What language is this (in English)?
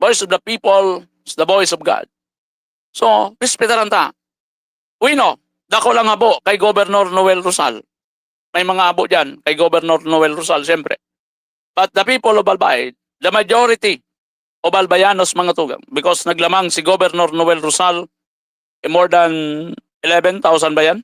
Bikol